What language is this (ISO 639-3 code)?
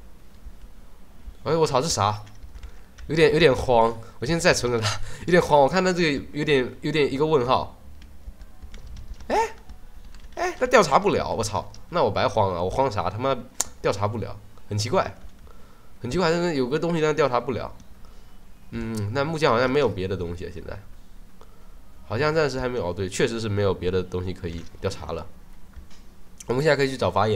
zho